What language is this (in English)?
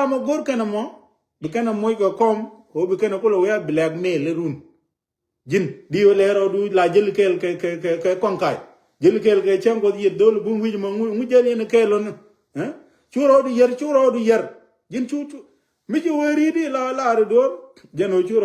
Nuer